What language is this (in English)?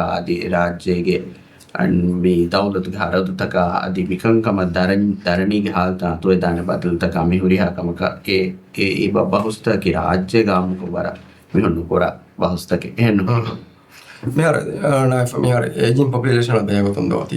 Divehi